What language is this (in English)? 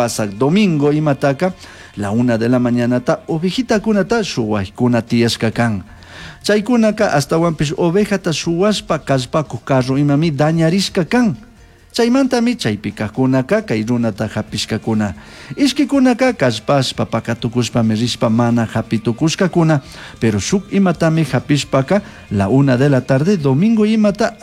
Chimborazo Highland Quichua